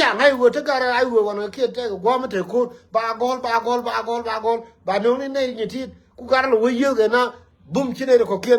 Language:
Nuer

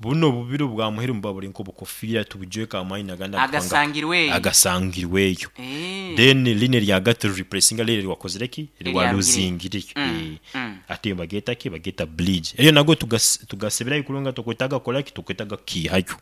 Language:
Nyankole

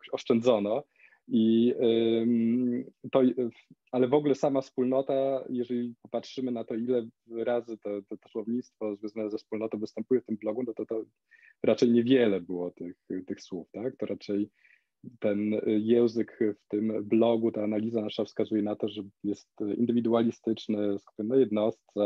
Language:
Polish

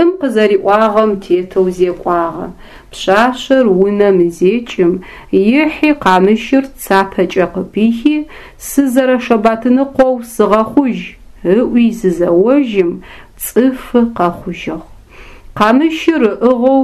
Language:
Adyghe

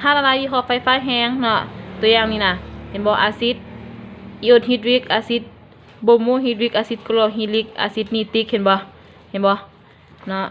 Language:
Lao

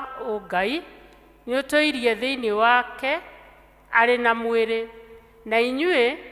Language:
Kikuyu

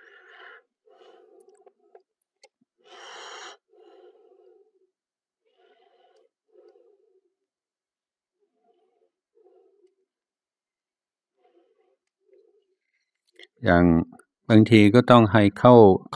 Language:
Thai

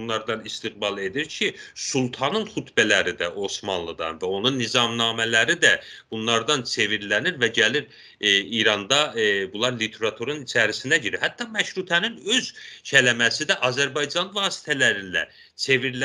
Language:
South Azerbaijani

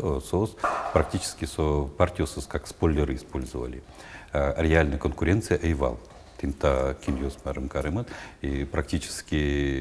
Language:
Udmurt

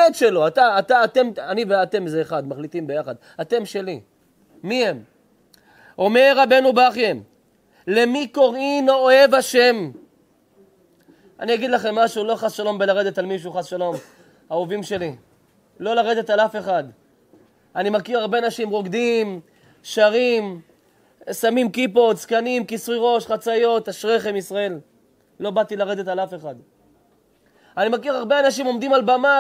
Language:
Hebrew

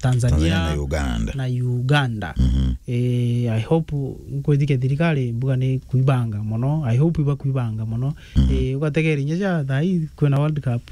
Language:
Meru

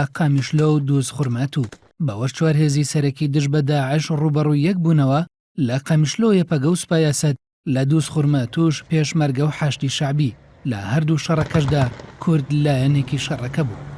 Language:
Central Kurdish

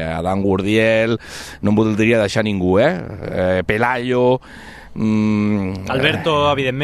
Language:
Catalan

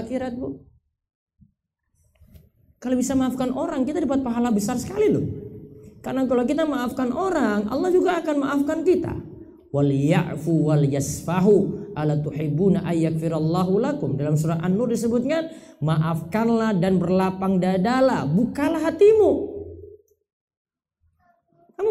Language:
Indonesian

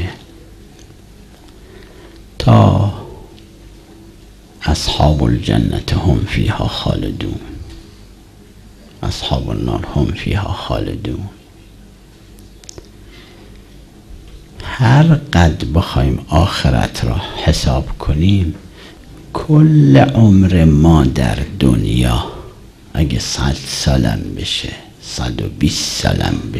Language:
Persian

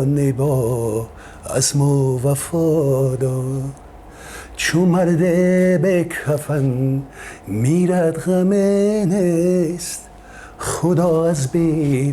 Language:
Tajik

